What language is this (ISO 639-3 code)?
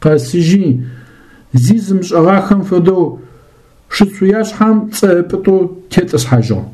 ady